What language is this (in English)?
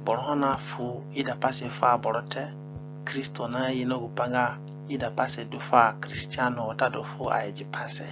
Zande (individual language)